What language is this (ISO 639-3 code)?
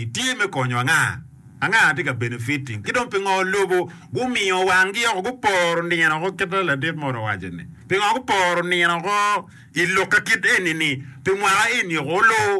ach